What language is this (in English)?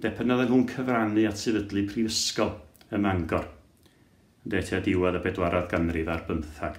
Welsh